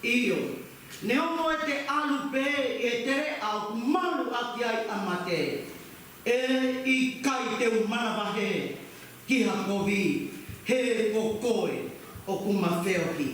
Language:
Tongan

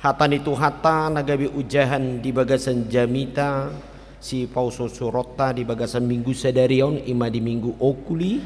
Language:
Batak Toba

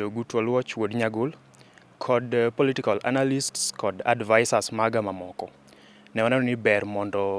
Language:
Luo (Kenya and Tanzania)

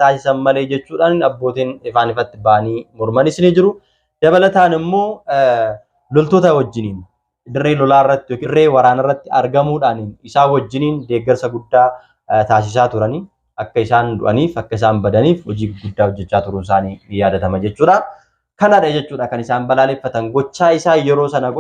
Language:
Oromo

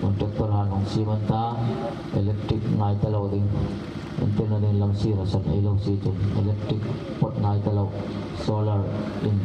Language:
Hmar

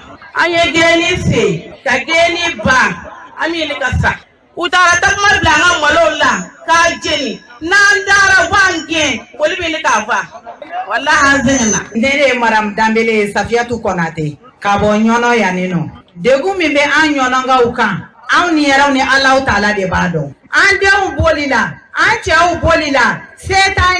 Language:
Bambara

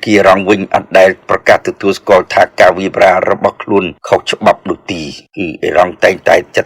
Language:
Khmer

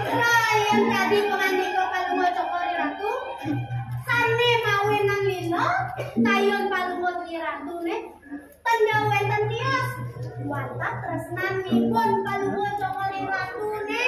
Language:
Balinese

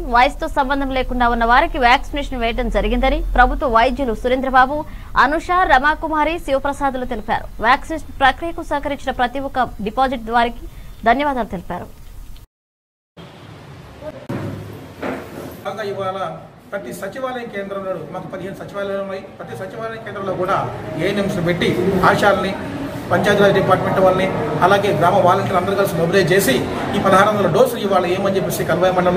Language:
Telugu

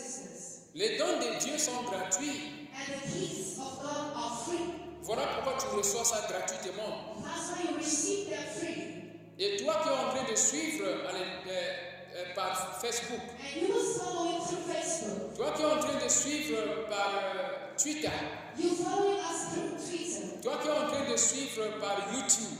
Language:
French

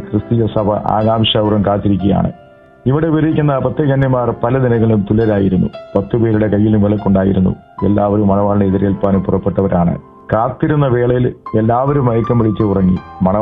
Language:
Malayalam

